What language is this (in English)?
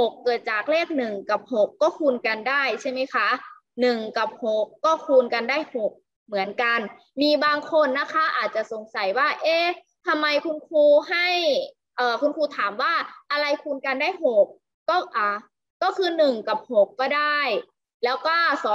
Thai